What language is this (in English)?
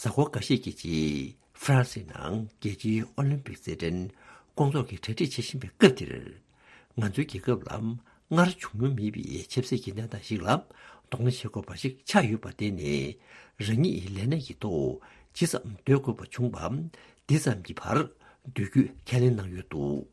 Tibetan